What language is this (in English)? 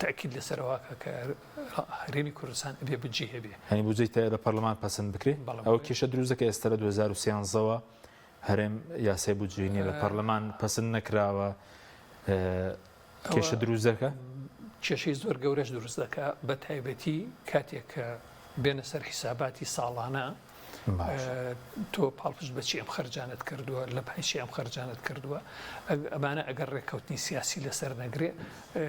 Central Kurdish